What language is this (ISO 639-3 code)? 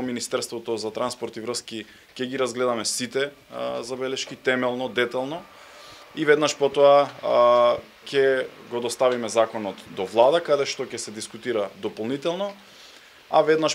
mkd